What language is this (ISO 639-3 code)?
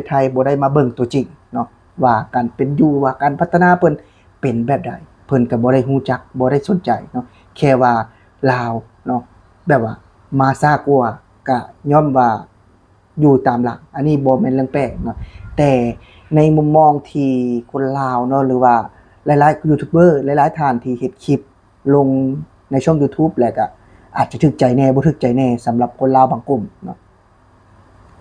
lao